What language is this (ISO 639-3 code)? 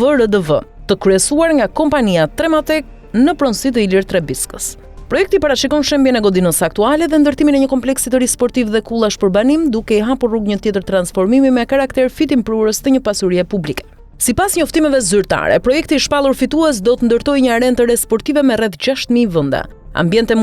sqi